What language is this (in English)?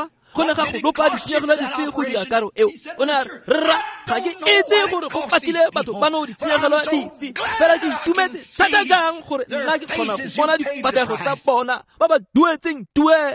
Tswana